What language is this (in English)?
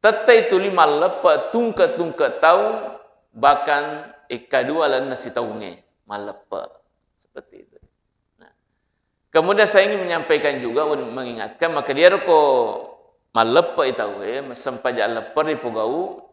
Buginese